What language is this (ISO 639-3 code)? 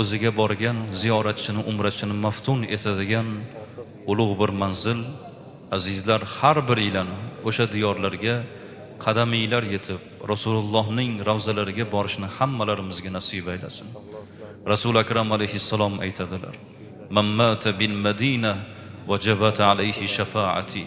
uzb